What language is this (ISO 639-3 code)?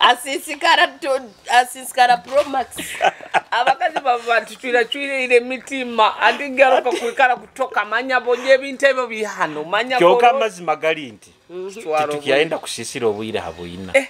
nyo